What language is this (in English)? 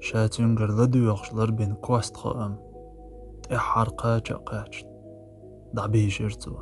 Chechen